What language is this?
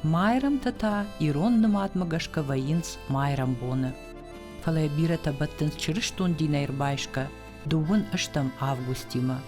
Ossetic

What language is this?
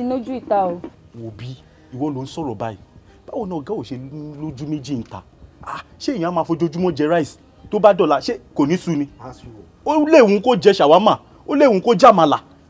Yoruba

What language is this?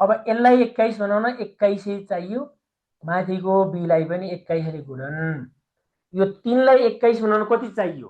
Nepali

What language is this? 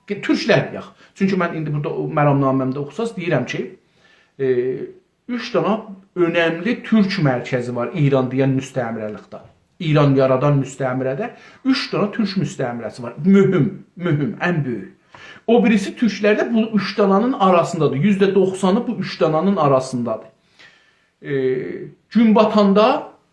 South Azerbaijani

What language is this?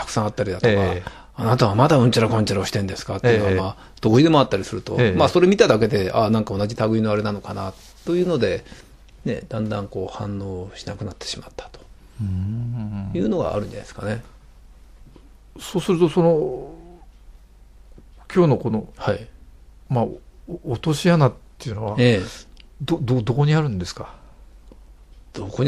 Japanese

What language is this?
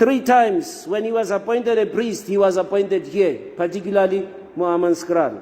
Tswana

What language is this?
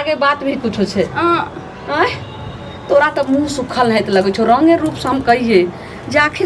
Maithili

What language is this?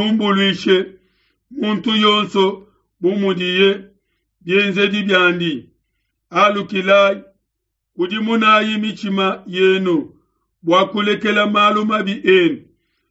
Luba-Lulua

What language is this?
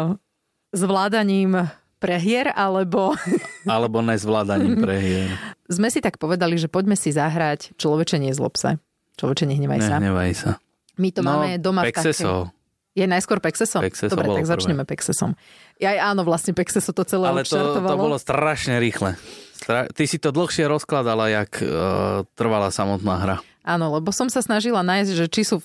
Slovak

